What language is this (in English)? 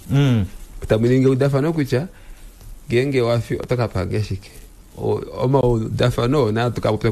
Kuanyama